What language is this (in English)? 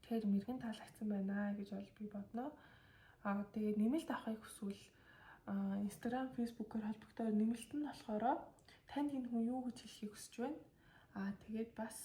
Mongolian